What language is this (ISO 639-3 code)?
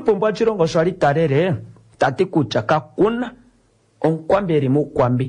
kua